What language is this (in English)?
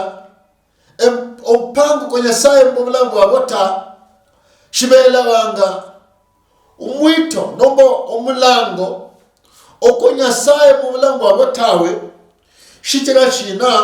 Luyia